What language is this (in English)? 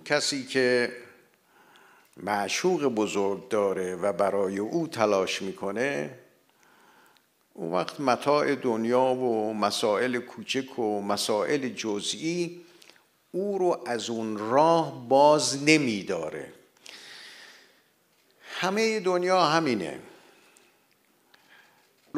Persian